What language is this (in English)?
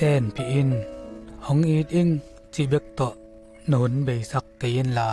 Tedim Chin